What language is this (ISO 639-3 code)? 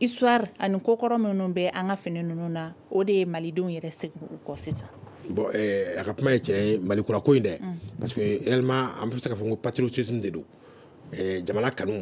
bam